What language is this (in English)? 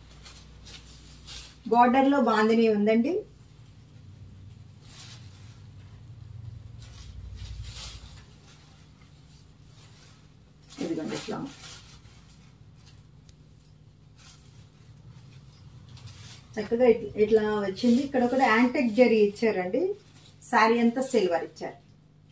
Telugu